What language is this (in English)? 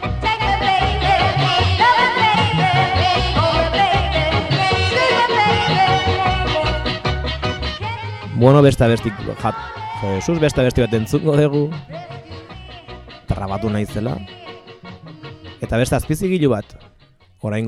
Basque